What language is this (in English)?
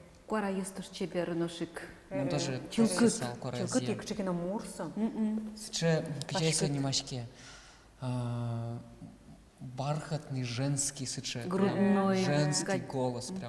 Udmurt